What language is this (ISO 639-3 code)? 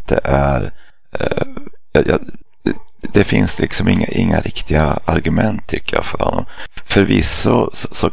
swe